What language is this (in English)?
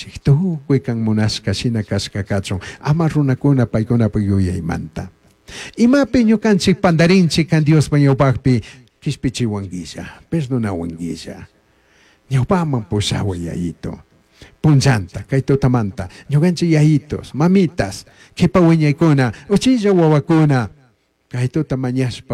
Chimborazo Highland Quichua